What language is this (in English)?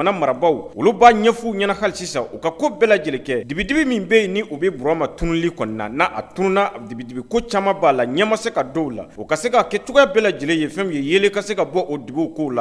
Bambara